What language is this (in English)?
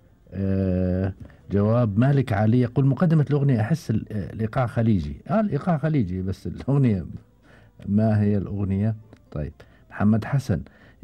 Gulf Arabic